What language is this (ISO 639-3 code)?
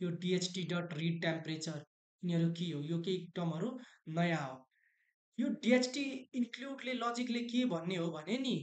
nep